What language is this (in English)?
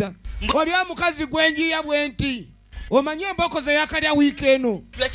Ganda